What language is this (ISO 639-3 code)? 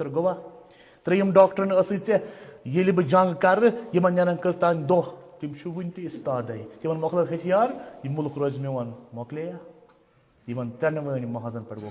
kas